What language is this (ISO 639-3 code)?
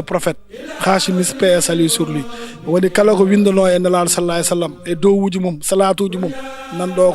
ful